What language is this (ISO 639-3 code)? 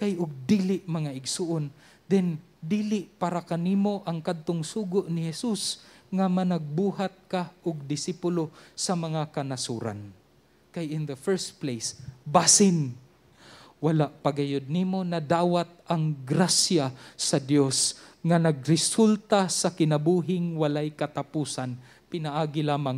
ceb